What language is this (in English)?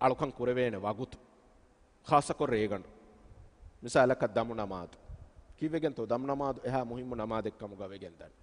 Divehi